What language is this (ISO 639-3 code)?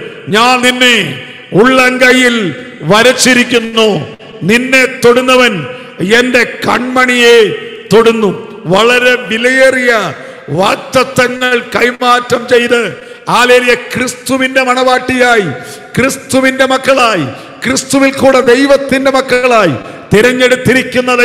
mal